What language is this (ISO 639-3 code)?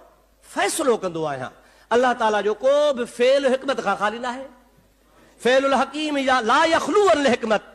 snd